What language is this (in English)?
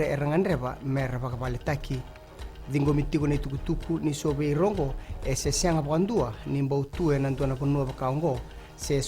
Fijian